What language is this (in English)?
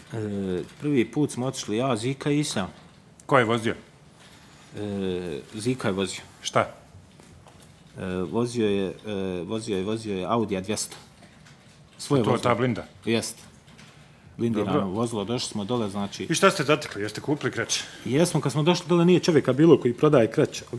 Bosnian